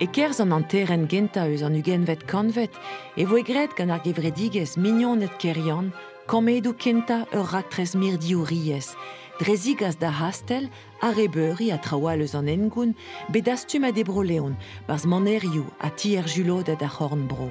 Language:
Breton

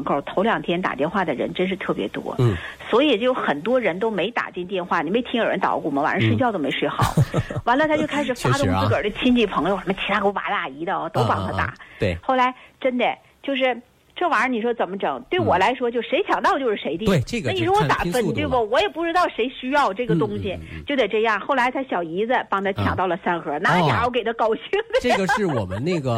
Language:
Chinese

